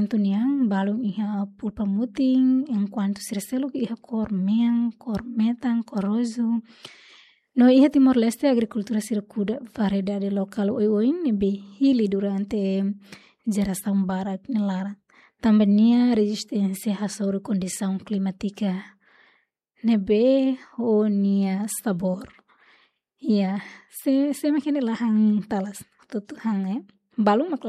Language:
Tetum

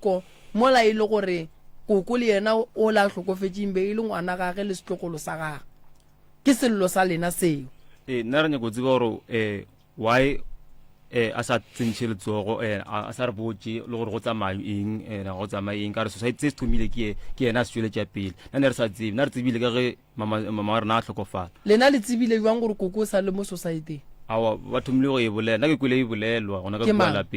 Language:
Northern Sotho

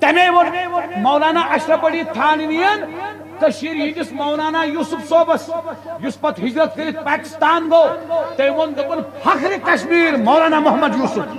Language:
Kashmiri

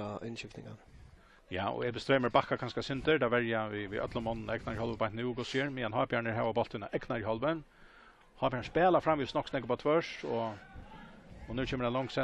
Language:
Faroese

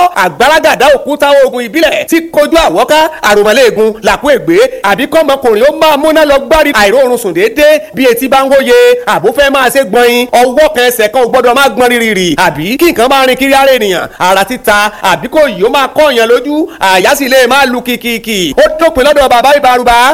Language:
Yoruba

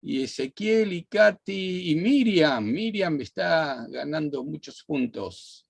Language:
Ladino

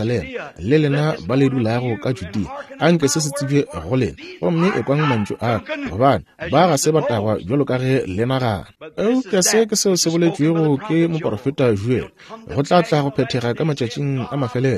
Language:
Northern Sotho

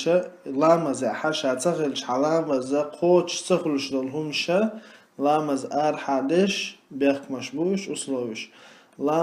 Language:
Chechen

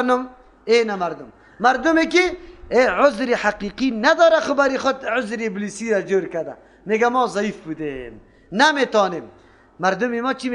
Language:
Persian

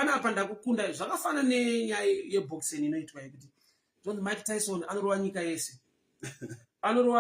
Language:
Shona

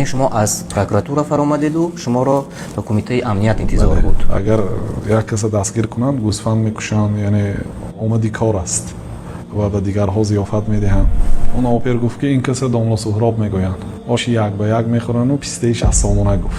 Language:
Tajik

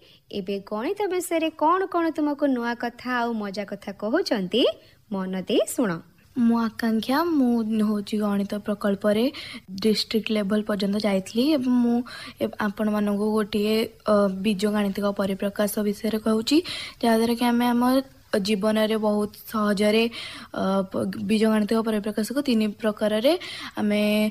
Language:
Odia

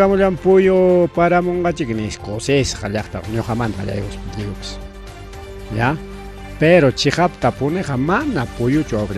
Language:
Ayacucho Quechua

